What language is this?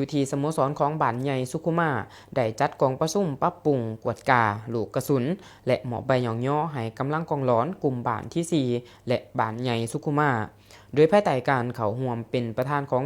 Lao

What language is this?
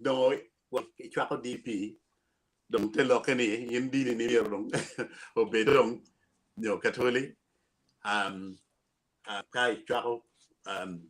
Acoli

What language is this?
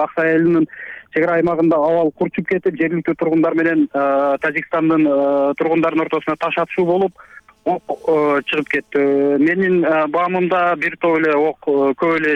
Kyrgyz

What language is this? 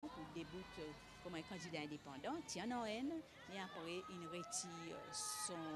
Seselwa Creole French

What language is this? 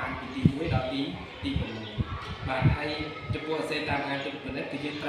Khmer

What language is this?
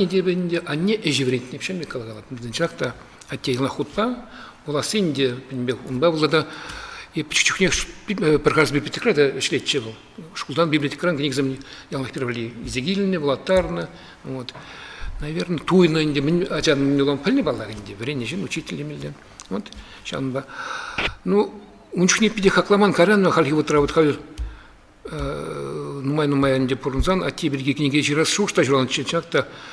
Chuvash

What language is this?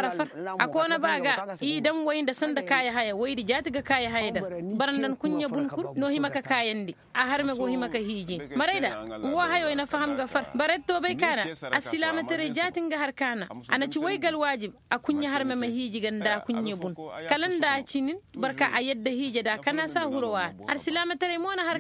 Koyraboro Senni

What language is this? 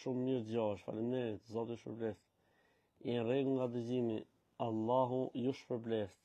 Albanian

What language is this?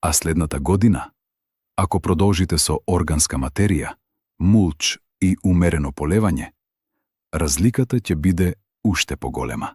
Macedonian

